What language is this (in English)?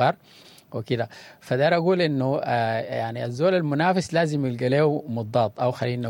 Sudanese Arabic